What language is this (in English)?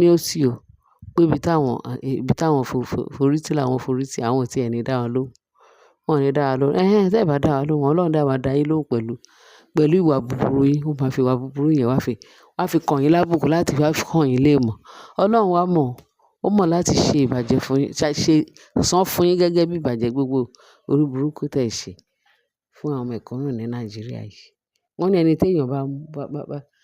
Yoruba